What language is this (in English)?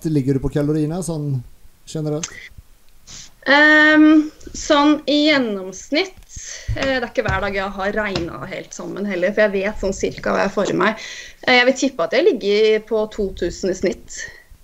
Norwegian